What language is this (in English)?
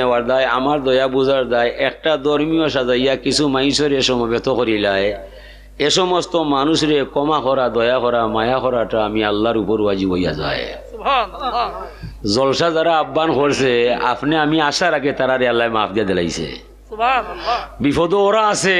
Sylheti